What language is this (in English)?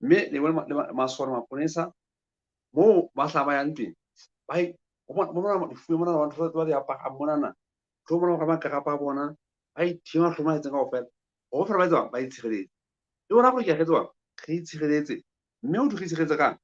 Southern Sotho